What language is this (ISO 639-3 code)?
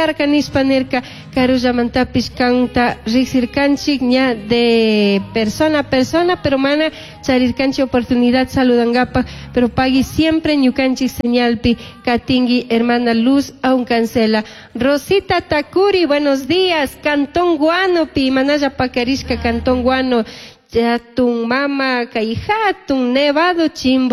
qug